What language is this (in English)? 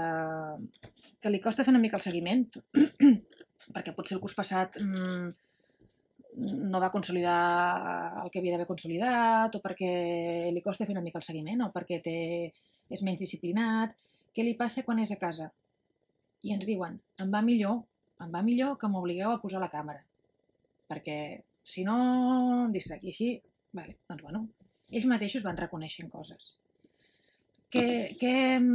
Catalan